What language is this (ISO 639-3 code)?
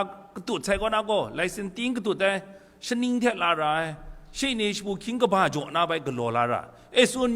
kac